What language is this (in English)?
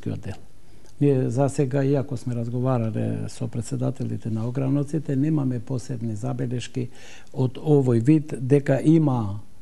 Macedonian